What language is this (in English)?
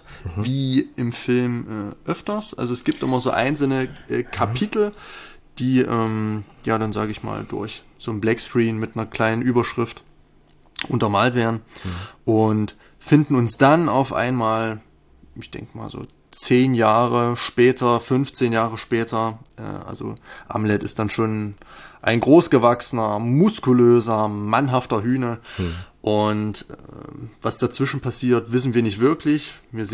German